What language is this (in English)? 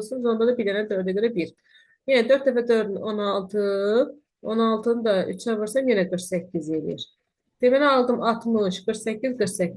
Azerbaijani